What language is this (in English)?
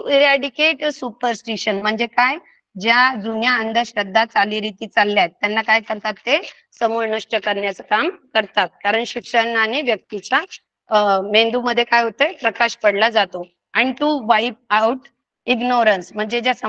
Marathi